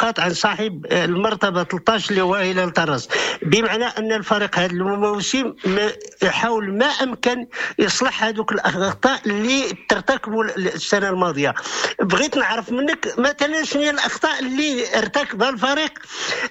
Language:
Moroccan Arabic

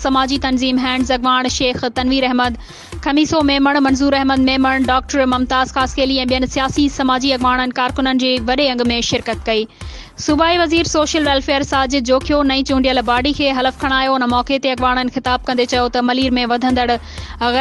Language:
Sindhi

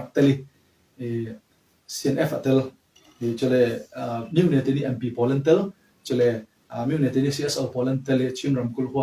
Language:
Falam Chin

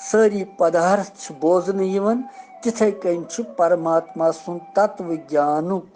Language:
Kashmiri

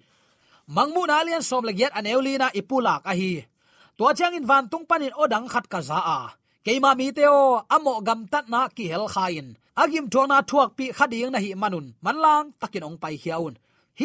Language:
Tedim Chin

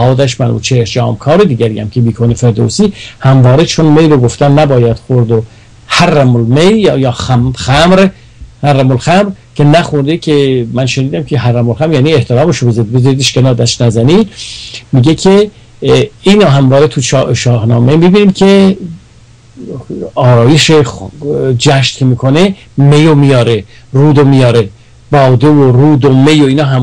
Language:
Persian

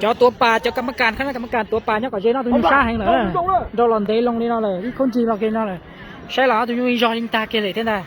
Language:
Hmong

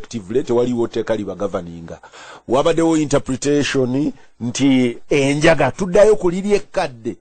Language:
Ganda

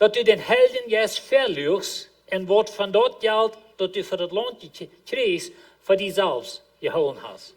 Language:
Plautdietsch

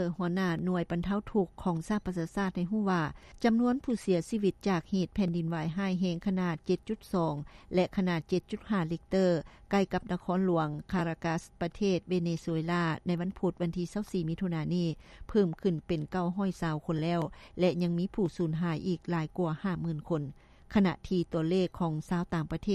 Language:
Lao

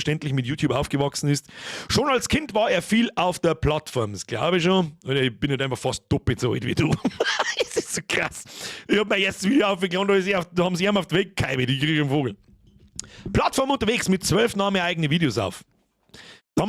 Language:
Bavarian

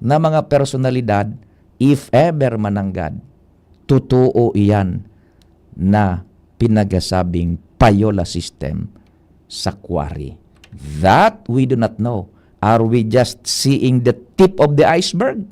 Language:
Bikol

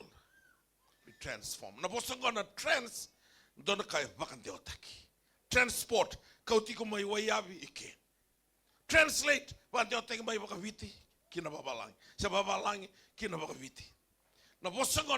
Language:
Fijian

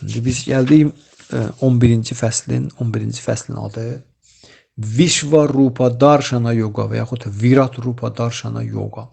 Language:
Azerbaijani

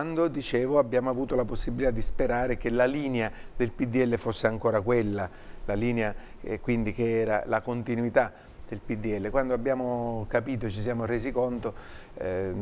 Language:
Italian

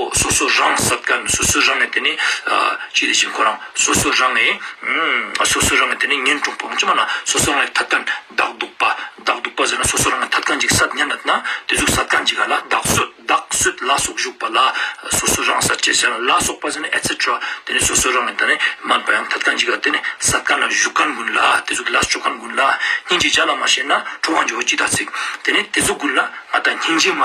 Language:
Ladakhi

